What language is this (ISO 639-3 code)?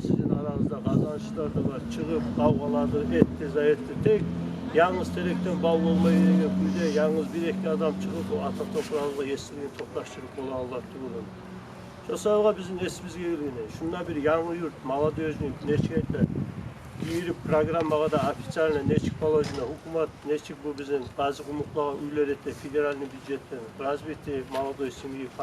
kum